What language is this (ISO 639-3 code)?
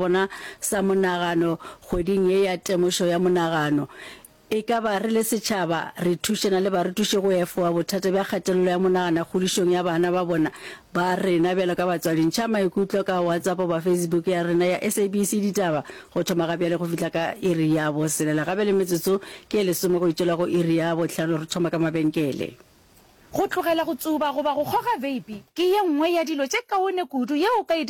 nso